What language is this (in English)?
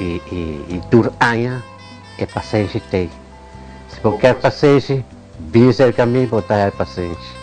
Papiamento